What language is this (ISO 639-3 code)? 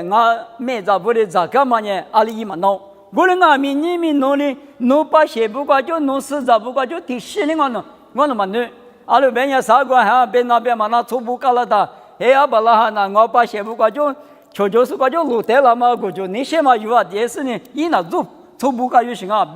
lis